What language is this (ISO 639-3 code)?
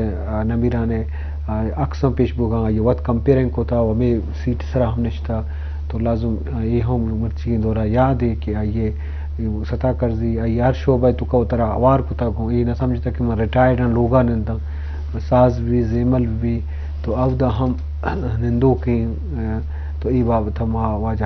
bgp